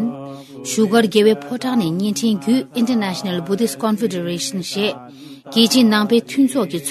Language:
Tibetan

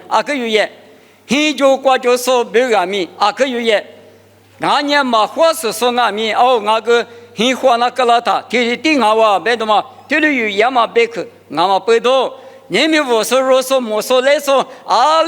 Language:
Lisu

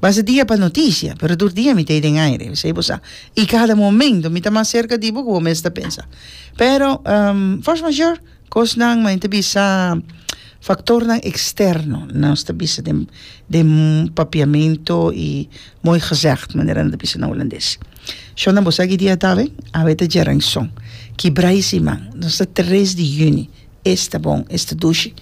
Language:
Papiamento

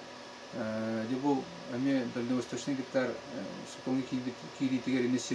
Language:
Yakut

